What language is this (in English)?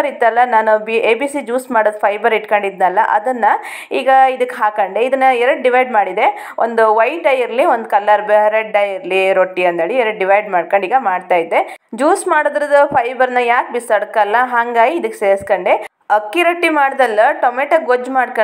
Kannada